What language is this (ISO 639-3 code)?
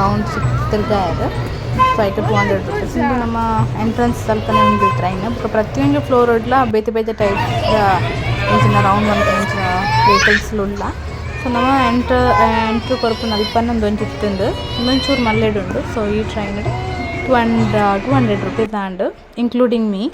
tcy